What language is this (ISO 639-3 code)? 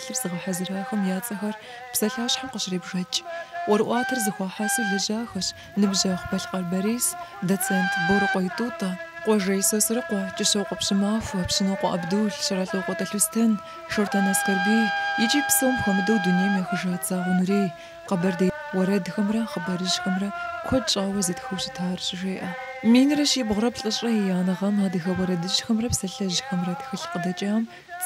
kbd